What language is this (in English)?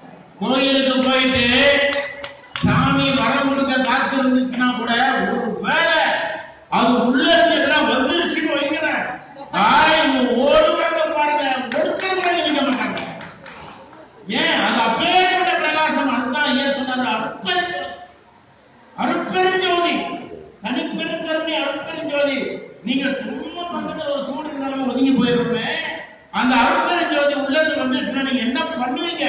Tamil